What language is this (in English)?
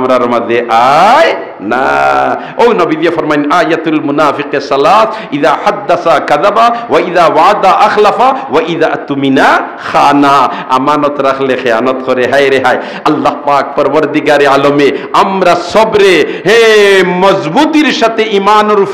Sylheti